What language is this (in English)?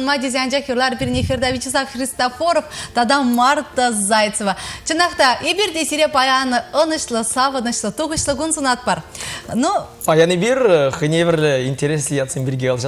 Chuvash